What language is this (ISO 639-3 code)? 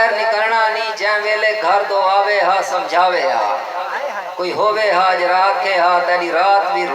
skr